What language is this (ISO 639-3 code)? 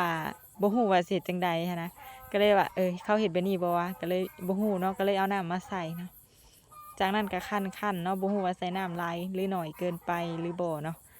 lao